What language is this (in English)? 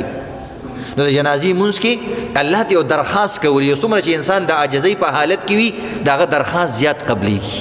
Pashto